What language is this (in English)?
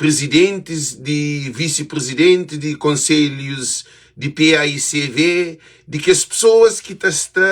Kabuverdianu